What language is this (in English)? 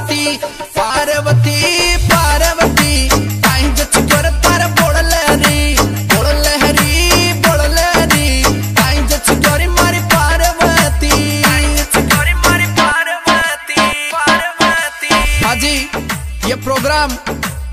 Bhojpuri